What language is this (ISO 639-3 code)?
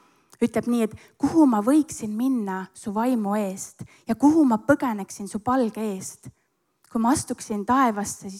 est